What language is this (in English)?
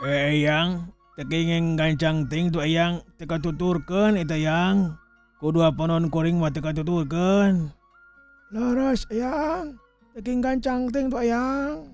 Sundanese